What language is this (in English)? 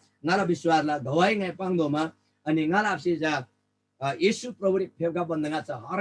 Eastern Tamang